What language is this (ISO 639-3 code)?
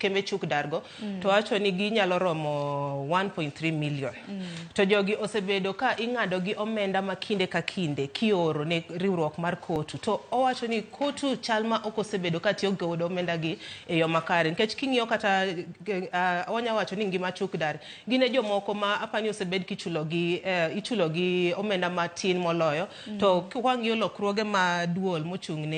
luo